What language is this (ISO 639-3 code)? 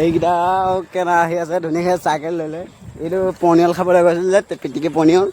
asm